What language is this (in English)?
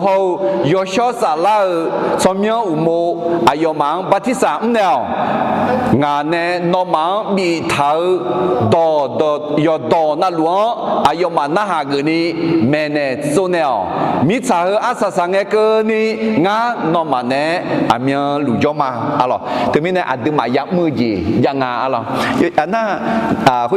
Akha